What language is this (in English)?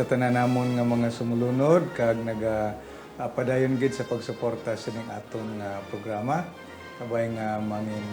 Hiligaynon